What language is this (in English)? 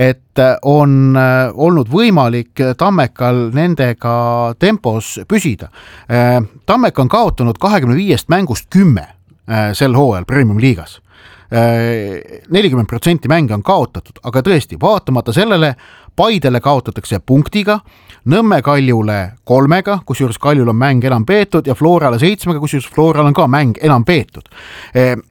Estonian